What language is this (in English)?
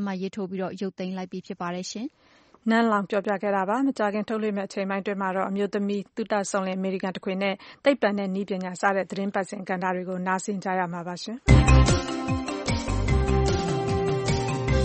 Burmese